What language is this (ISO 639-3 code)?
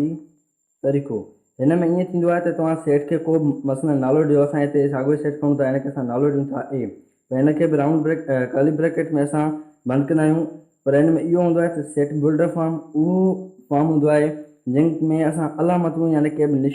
snd